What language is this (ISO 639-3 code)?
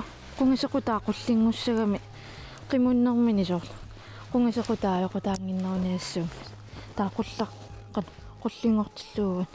kal